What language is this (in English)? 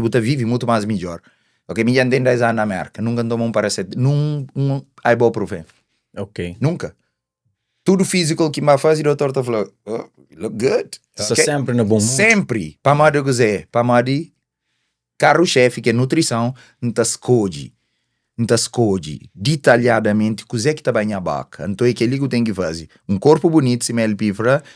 Kabuverdianu